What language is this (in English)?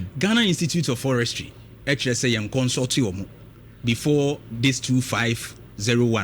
Akan